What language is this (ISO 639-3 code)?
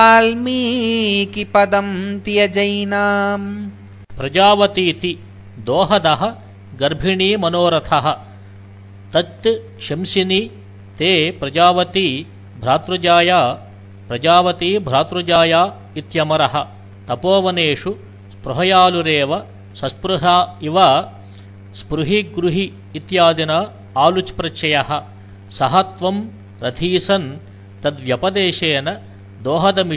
san